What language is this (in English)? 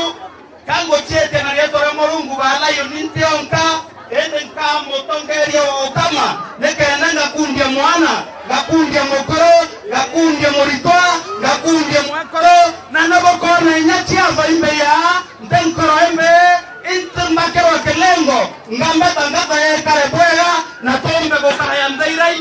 Meru